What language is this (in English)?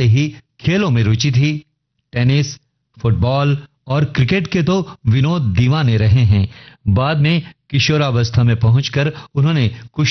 Hindi